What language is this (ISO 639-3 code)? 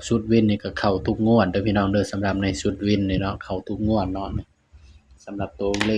tts